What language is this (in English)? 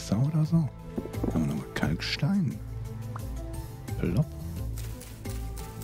German